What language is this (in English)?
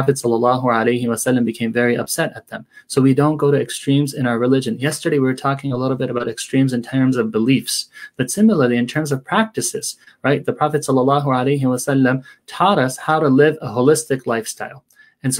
English